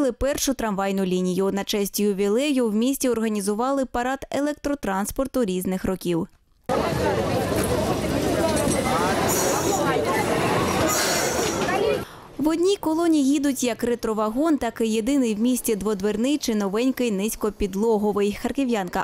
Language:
Ukrainian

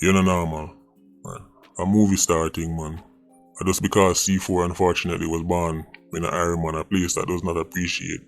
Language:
Jamaican Creole English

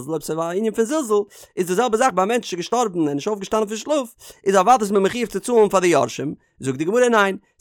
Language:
Yiddish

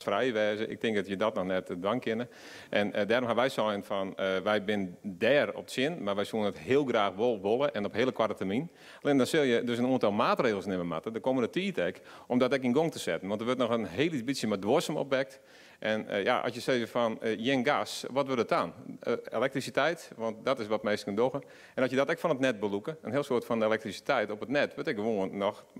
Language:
Western Frisian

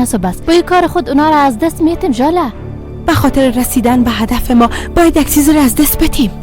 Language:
Persian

